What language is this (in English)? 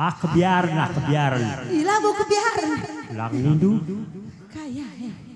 Batak Karo